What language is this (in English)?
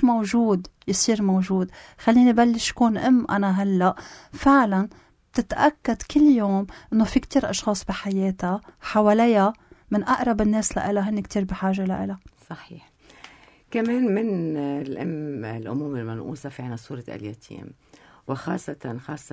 North Levantine Arabic